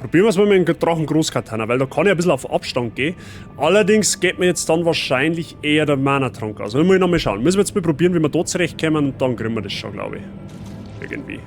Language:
Bavarian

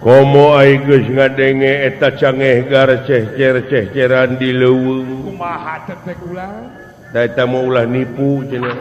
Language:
Sundanese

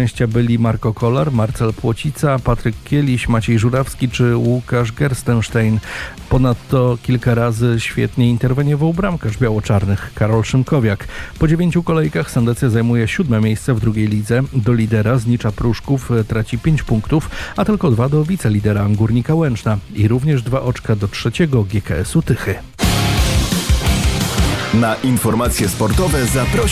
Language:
Polish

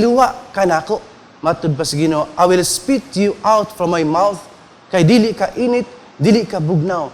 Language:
Cebuano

